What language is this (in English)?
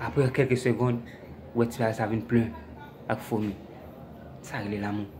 Haitian Creole